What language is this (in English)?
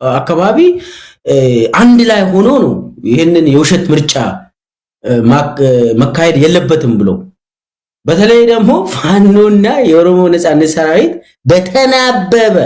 Amharic